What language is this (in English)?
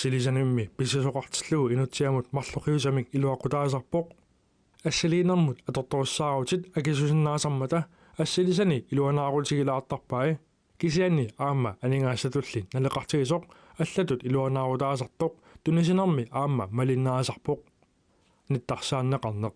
Kalaallisut